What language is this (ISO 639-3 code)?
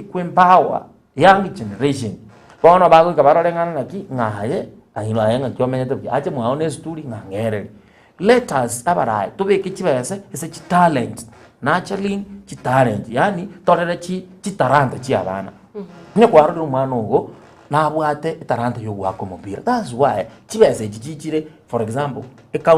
guz